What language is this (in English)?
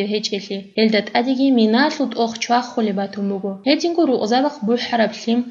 Avaric